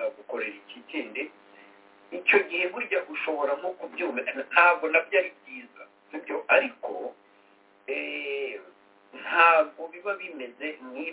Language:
Kinyarwanda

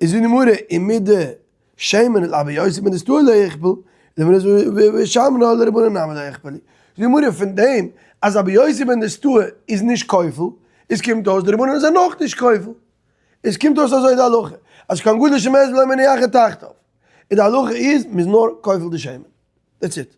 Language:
Yiddish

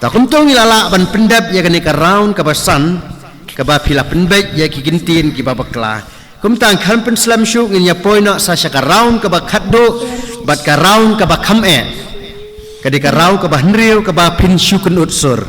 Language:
Khasi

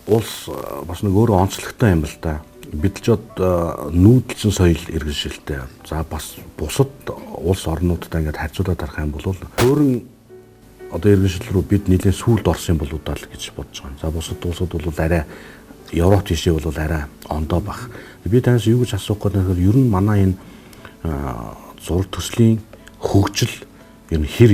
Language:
Mongolian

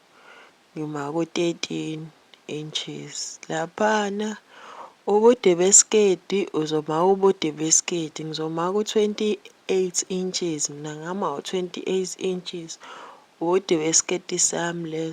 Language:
Zulu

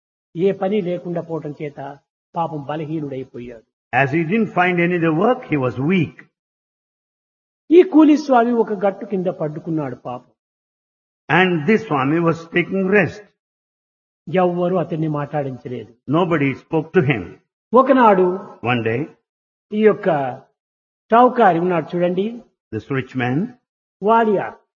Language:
Telugu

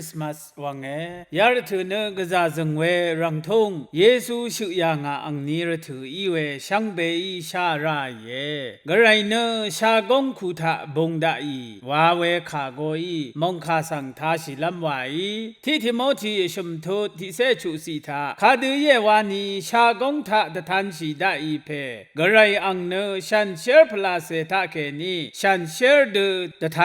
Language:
Rawang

